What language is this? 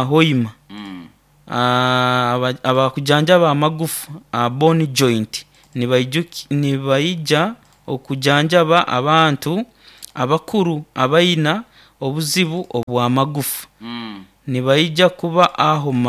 Nyoro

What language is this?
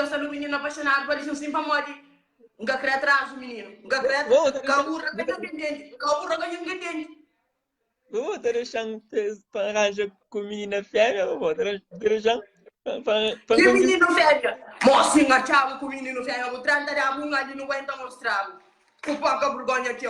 Kabuverdianu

